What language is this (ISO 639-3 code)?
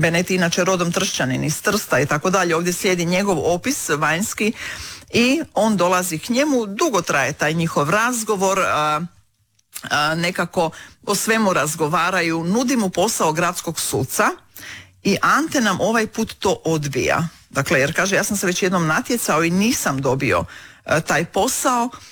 hrv